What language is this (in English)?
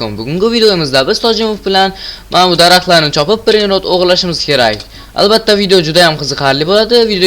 Uzbek